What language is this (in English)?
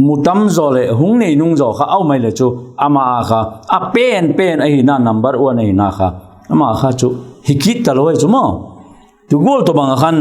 Vaiphei